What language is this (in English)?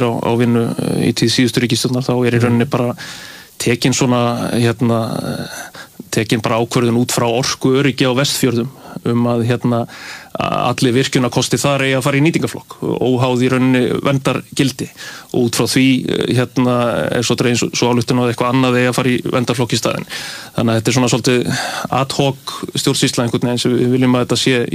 Icelandic